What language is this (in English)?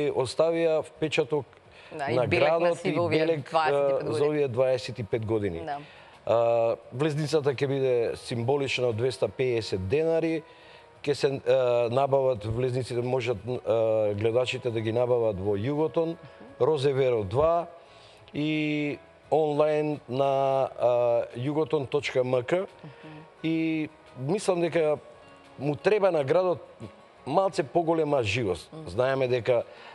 Macedonian